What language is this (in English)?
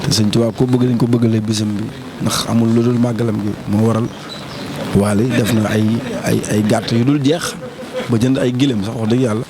Wolof